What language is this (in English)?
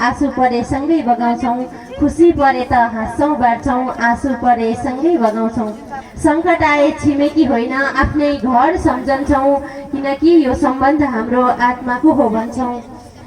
Nepali